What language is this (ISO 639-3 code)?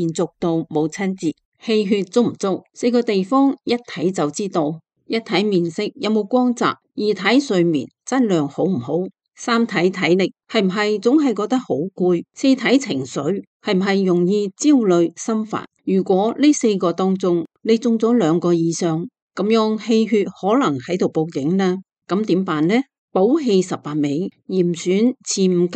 yue